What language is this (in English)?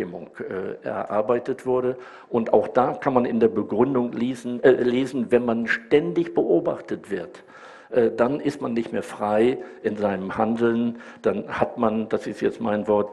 German